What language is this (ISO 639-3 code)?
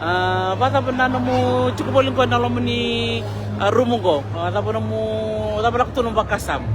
fij